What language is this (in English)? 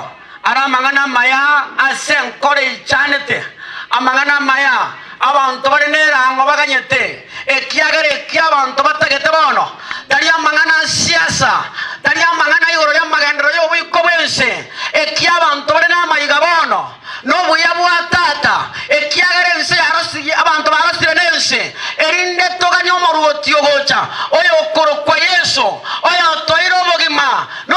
Gusii